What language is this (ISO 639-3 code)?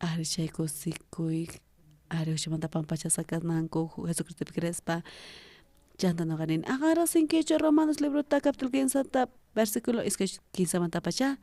quh